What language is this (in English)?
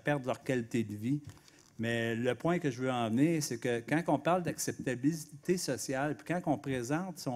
French